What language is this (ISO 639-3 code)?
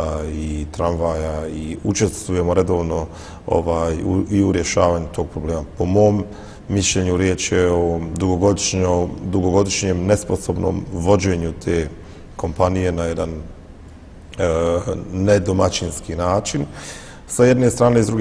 bos